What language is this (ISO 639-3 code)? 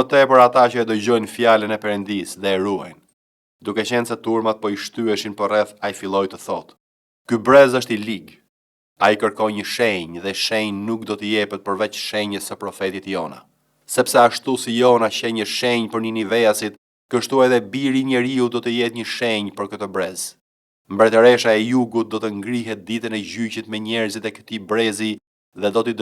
sqi